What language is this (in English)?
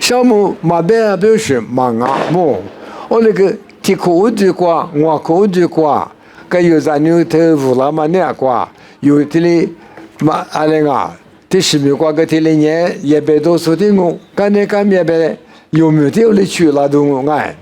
Lisu